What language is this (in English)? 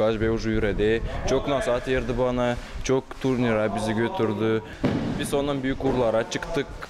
Gagauz